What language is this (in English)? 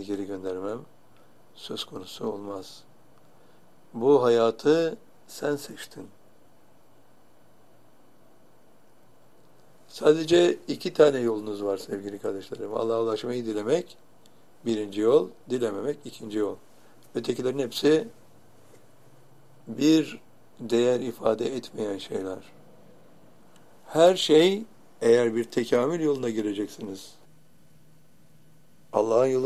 Turkish